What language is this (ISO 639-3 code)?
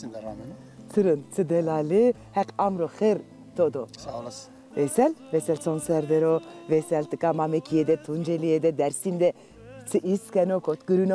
zza